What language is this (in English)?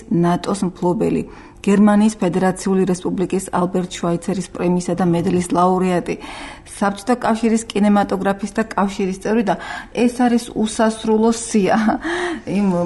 Georgian